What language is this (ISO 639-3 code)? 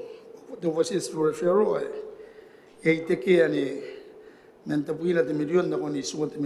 gil